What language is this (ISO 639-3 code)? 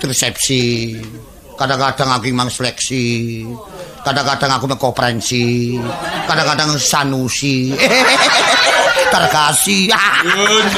jav